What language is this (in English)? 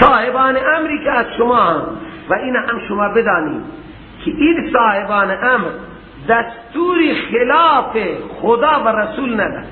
Persian